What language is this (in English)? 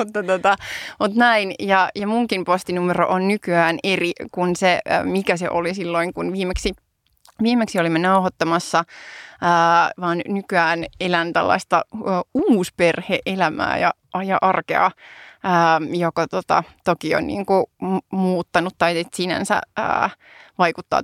Finnish